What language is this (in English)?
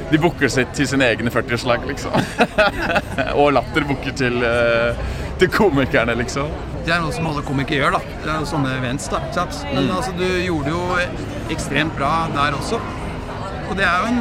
Norwegian